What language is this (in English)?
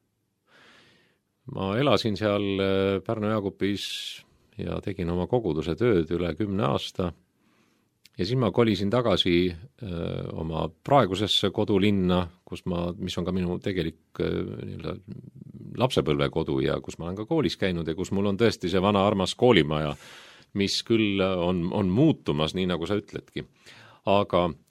Estonian